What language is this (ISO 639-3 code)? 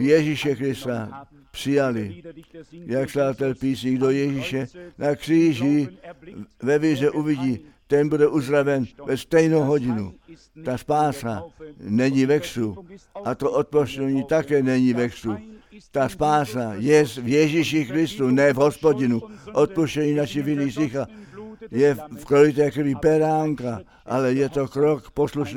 ces